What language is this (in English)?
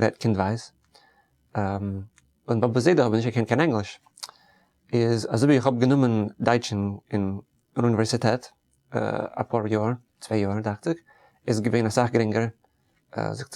Yiddish